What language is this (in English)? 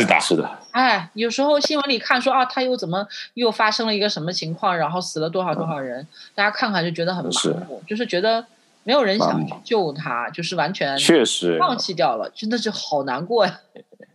Chinese